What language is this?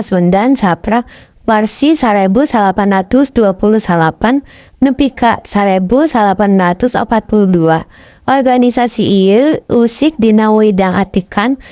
Sundanese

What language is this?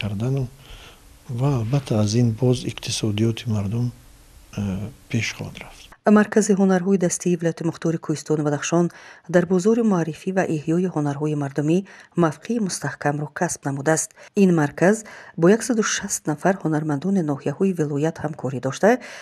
Tajik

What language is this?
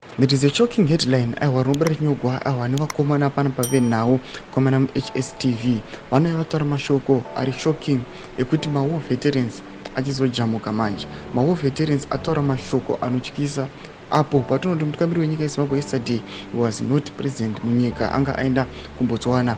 Shona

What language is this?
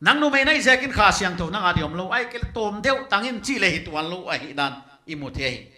Paite Chin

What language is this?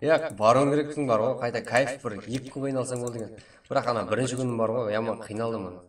Kara-Kalpak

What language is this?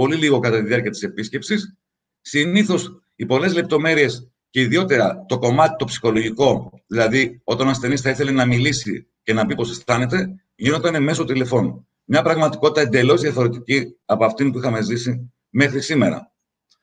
Greek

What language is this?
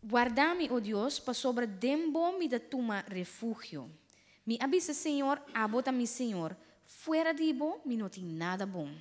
Papiamento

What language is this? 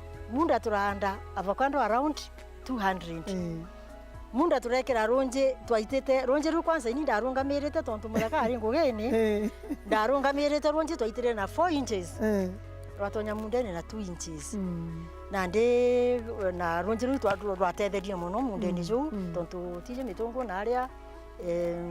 Meru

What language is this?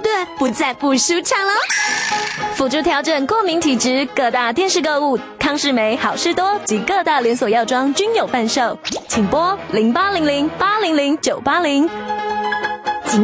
Chinese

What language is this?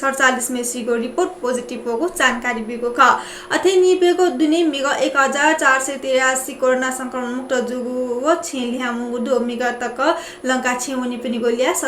Newari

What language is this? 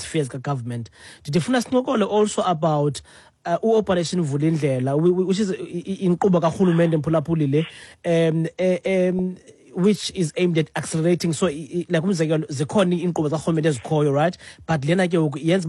Xhosa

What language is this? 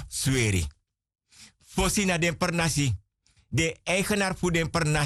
Sranan Tongo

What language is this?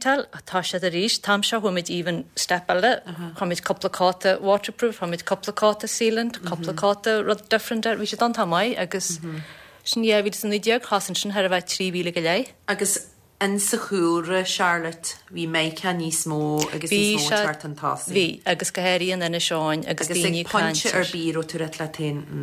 Irish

